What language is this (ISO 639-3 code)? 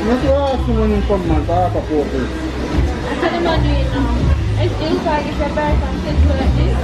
jam